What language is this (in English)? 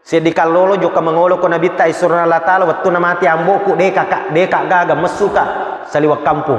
Buginese